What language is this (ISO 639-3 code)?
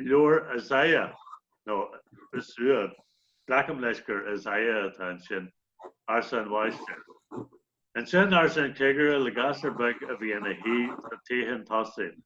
gle